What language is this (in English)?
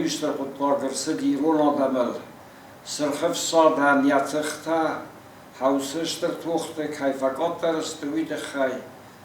Ossetic